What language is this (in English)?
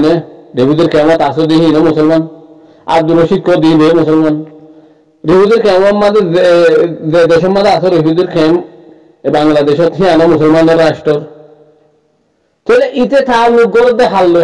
Rohingya